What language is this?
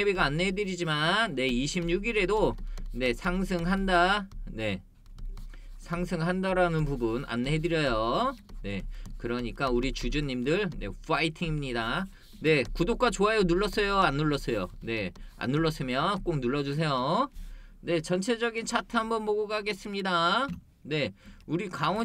Korean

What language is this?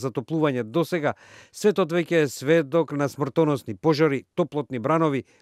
Macedonian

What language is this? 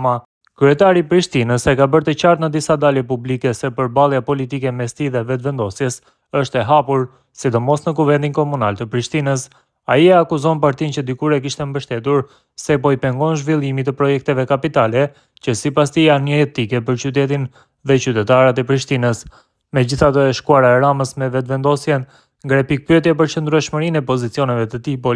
Albanian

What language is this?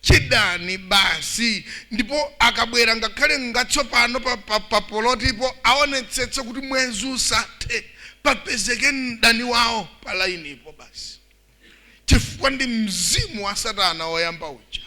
Nyanja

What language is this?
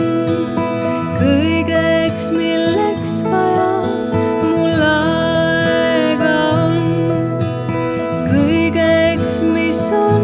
Estonian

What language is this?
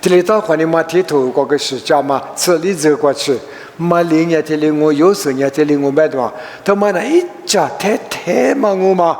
Lisu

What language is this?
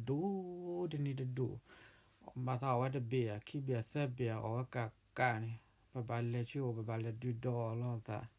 S'gaw Karen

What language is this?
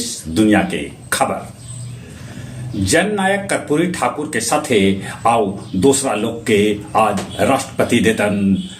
Magahi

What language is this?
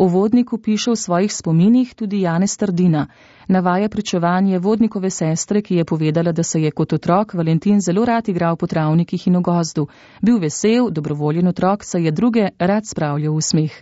Slovenian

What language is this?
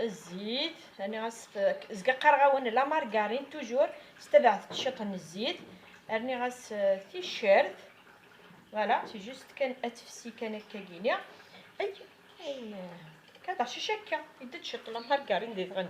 Kabyle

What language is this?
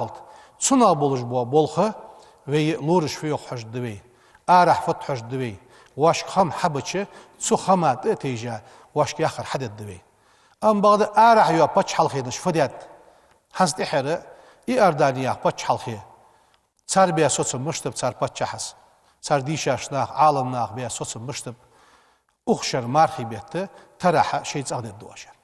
Ingush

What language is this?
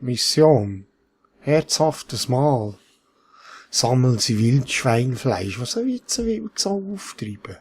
Swiss German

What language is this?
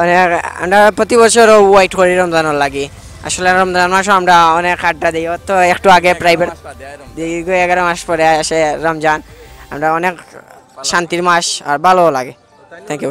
Sylheti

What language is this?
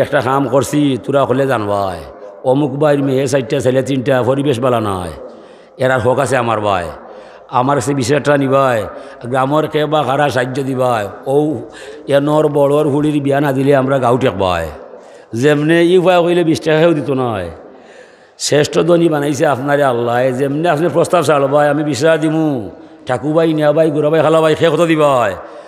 Sylheti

